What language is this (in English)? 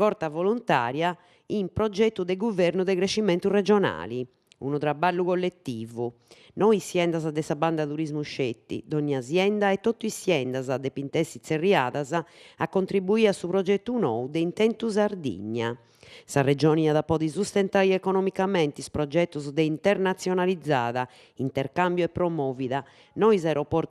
Sardinian